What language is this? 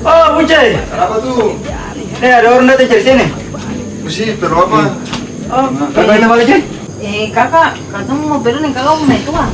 Ambonese Malay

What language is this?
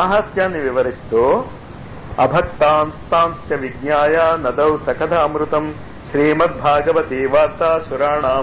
Telugu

